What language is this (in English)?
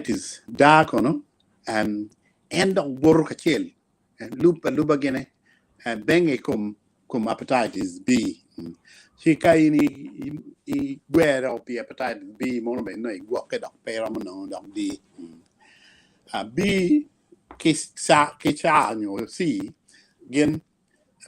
Acoli